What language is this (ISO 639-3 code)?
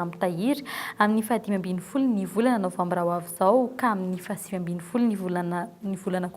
mlg